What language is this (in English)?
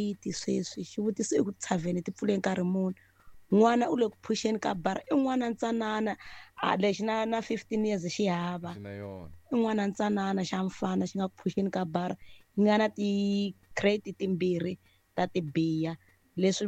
Tsonga